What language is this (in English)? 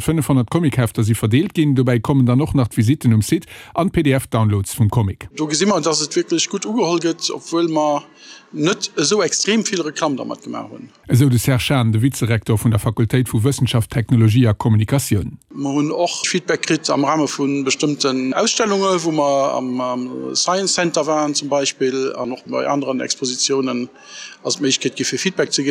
Luxembourgish